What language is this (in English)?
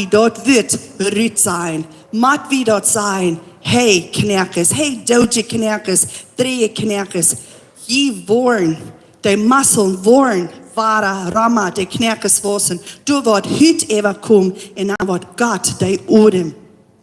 Plautdietsch